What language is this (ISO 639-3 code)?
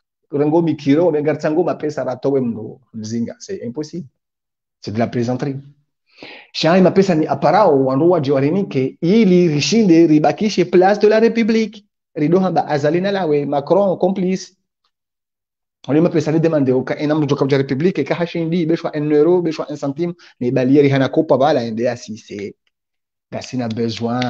swa